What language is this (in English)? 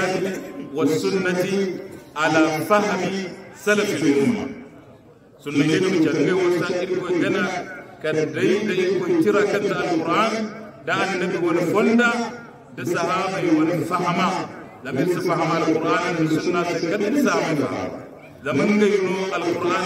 Hausa